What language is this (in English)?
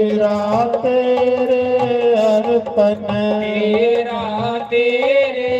Dogri